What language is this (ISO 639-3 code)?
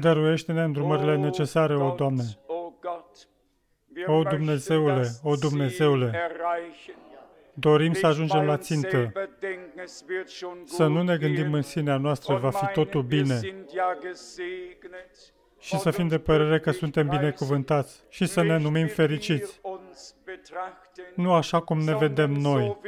ron